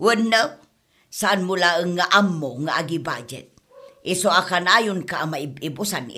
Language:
Iloko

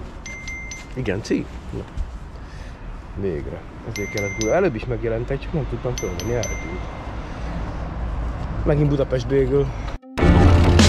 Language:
Hungarian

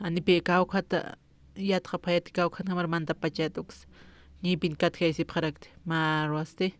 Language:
Aymara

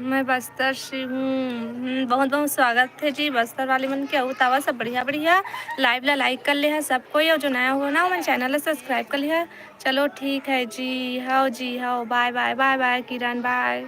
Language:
Chhattisgarhi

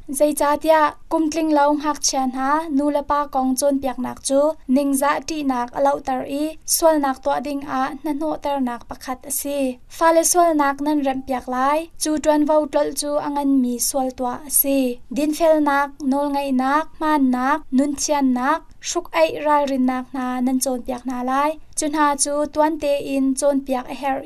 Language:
Hakha Chin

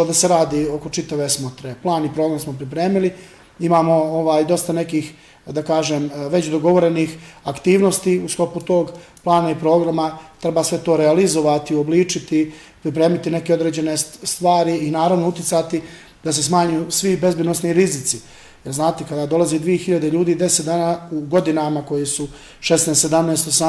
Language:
Bosnian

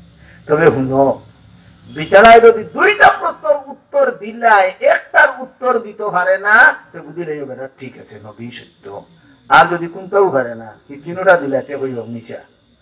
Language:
Sylheti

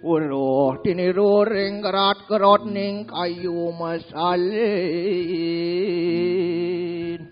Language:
Balinese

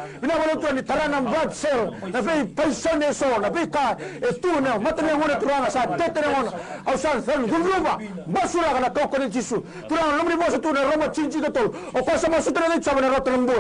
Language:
Fijian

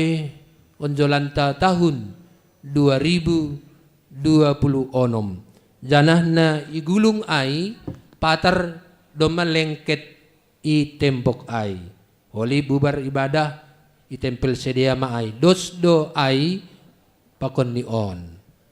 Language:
Batak Simalungun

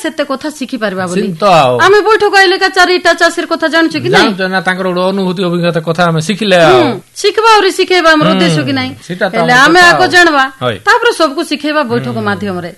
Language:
Odia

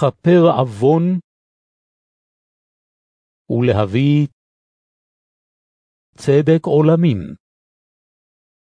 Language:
Hebrew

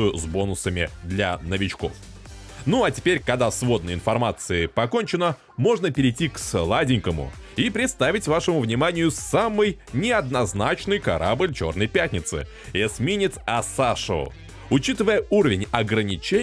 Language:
Russian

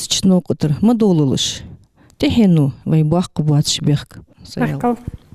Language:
Ingush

